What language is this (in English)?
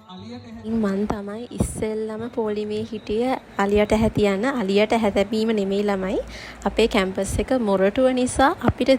Sinhala